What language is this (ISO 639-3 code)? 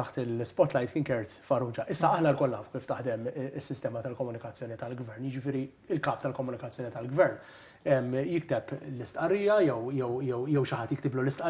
mlt